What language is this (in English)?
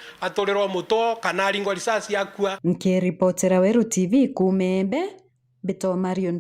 Meru